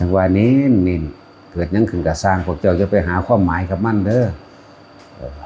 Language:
Northeastern Thai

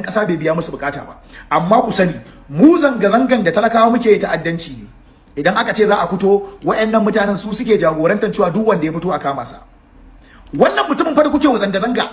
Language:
Hausa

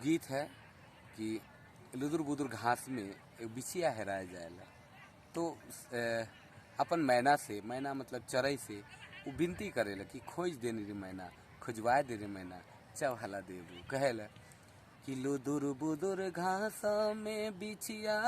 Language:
Sadri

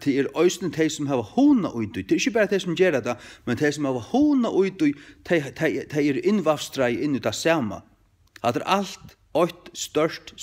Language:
Faroese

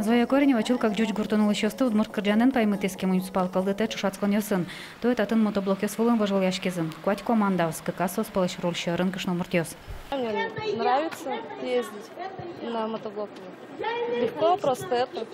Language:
Udmurt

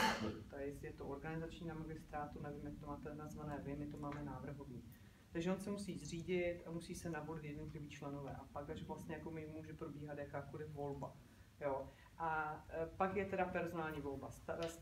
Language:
Czech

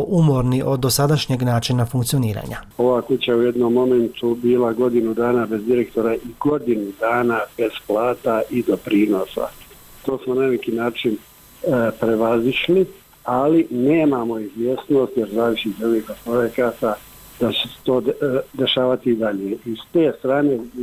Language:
Bosnian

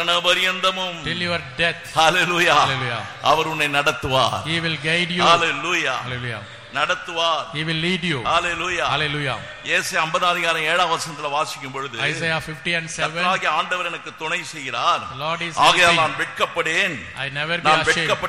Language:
Tamil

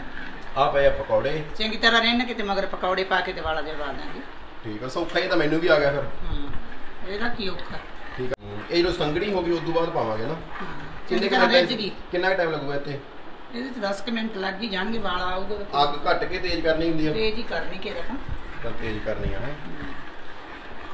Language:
Punjabi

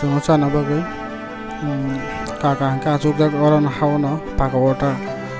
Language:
Kok Borok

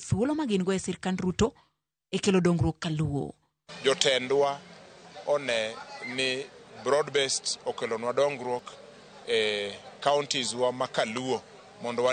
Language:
Luo (Kenya and Tanzania)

